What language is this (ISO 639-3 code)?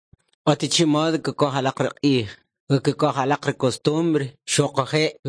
quc